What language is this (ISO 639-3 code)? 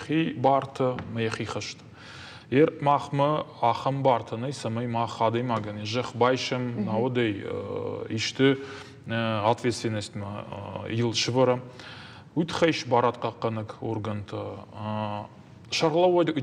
oss